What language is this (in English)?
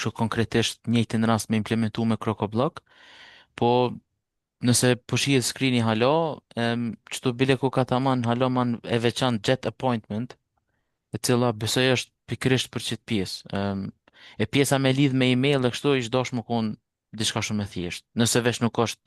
Albanian